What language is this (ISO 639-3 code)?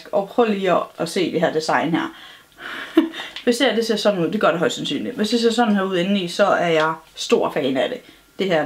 dan